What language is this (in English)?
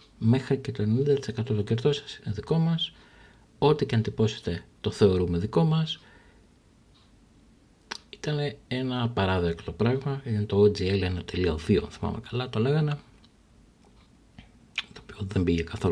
Greek